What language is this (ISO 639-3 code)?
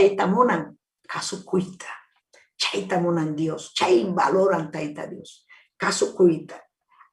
quy